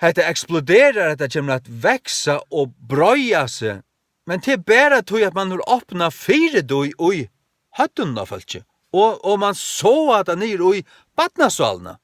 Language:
Faroese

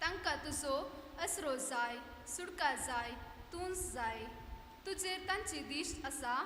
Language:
Konkani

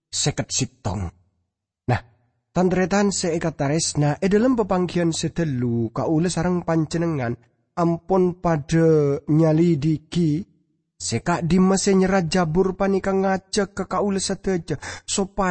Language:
Madurese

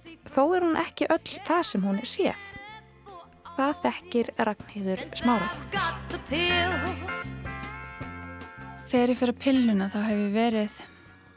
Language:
Icelandic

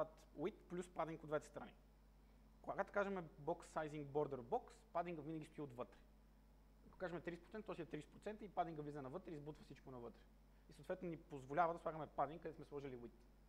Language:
Bulgarian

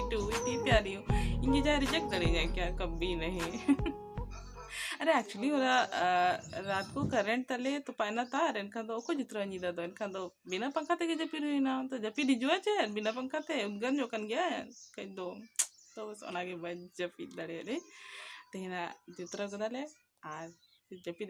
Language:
Santali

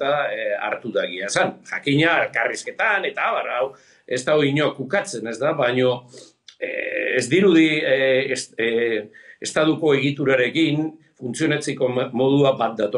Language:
Basque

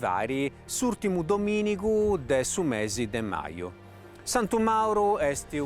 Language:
Sardinian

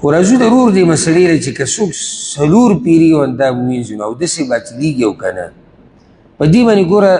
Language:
Pashto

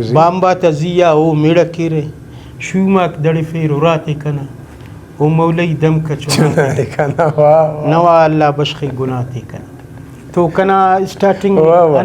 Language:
Brahui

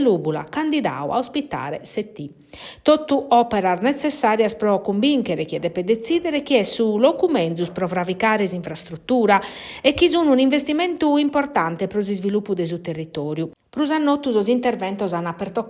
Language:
Sardinian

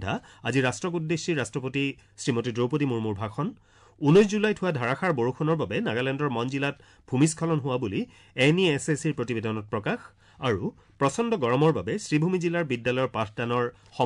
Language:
Assamese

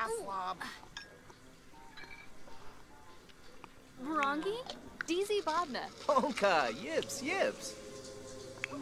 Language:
German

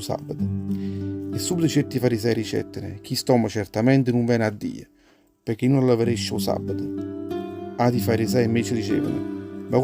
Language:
Neapolitan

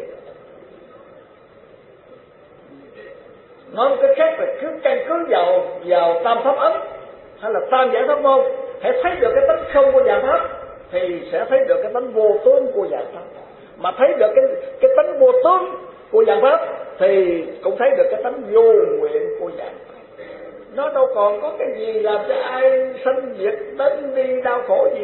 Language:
Vietnamese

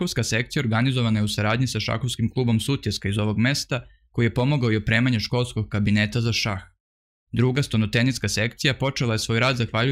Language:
Serbian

